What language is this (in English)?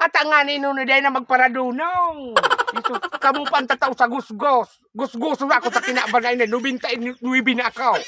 Bikol